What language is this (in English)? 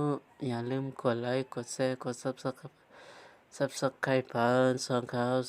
Shan